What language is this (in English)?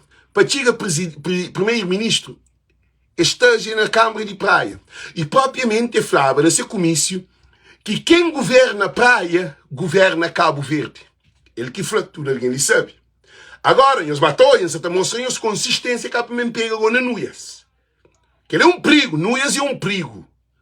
Kabuverdianu